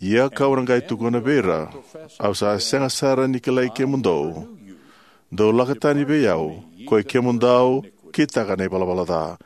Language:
Fijian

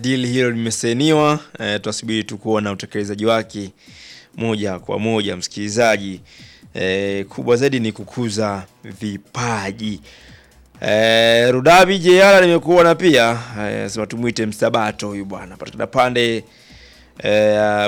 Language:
Swahili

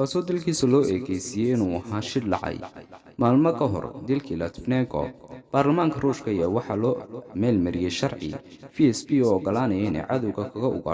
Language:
Somali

